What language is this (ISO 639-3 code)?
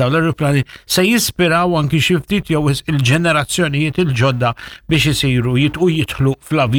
mlt